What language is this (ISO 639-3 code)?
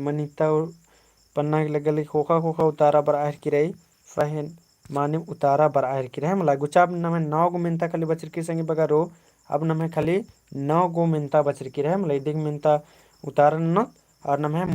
kru